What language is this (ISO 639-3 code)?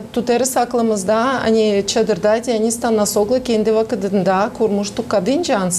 gag